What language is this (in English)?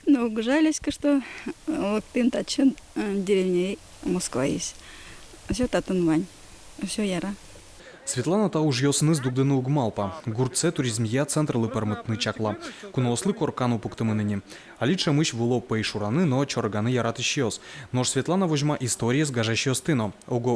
Udmurt